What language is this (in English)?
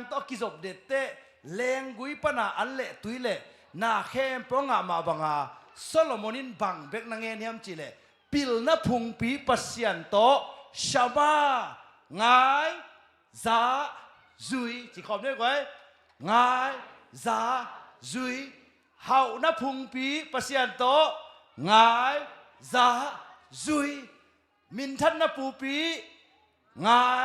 Tedim Chin